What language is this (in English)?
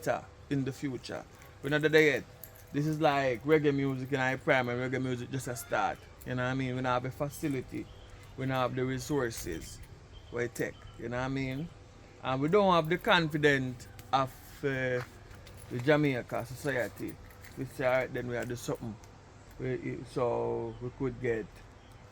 Jamaican Creole English